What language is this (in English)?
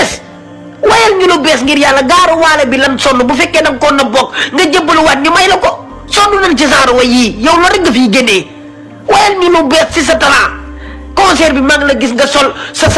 Wolof